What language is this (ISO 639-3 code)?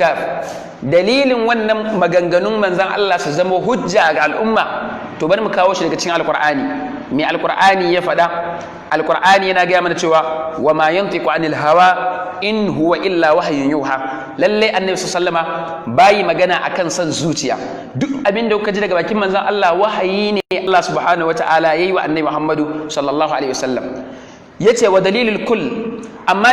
hau